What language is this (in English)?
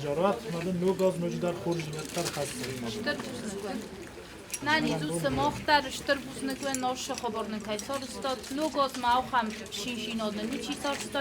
Ossetic